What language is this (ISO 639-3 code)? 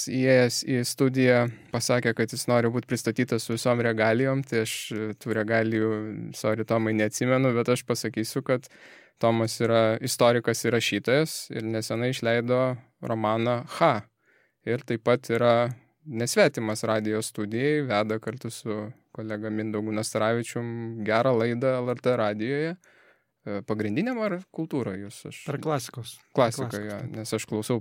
lit